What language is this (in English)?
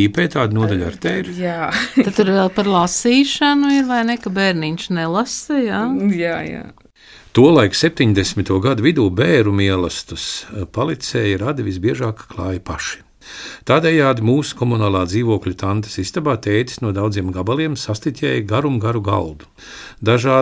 Latvian